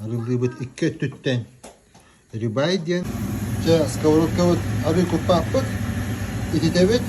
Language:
Yakut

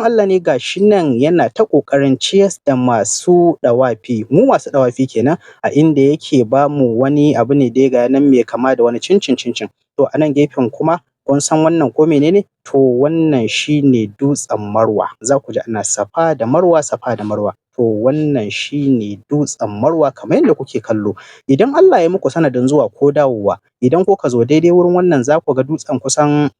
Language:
Hausa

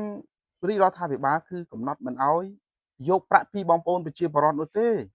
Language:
Khmer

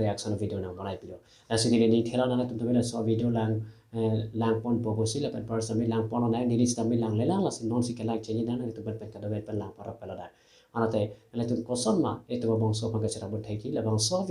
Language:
Karbi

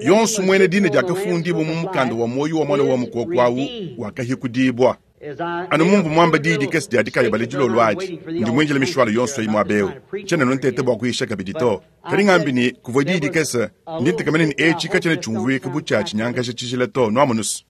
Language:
Luba-Lulua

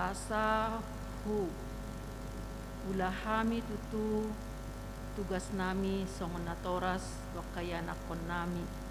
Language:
Batak Toba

